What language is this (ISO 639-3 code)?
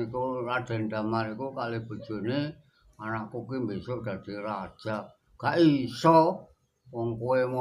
jav